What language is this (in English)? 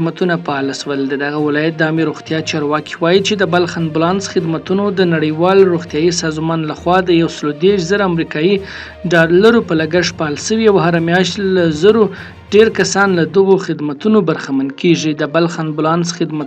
Pashto